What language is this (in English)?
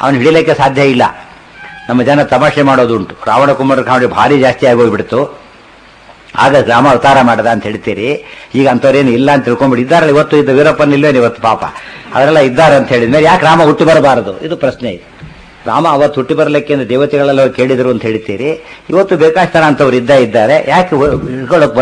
Kannada